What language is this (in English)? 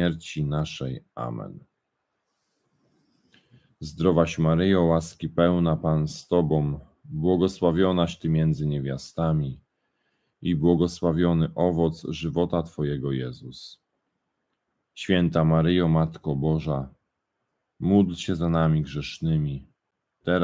Polish